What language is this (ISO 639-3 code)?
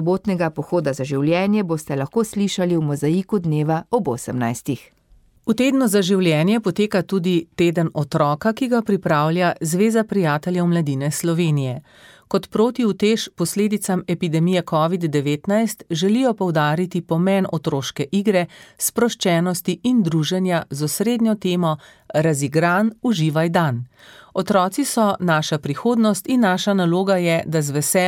slv